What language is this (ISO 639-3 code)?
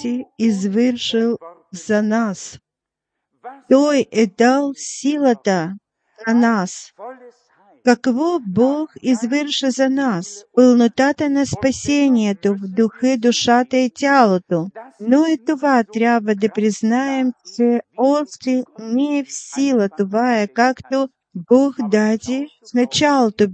bul